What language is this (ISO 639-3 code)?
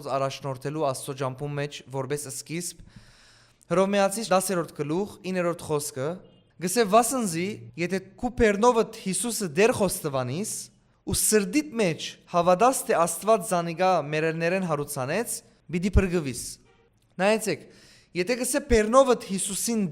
hyw